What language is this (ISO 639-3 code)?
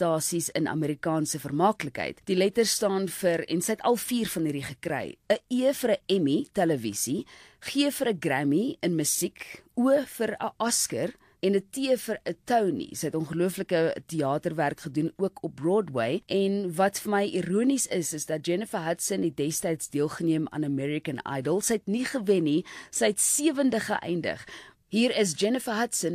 afr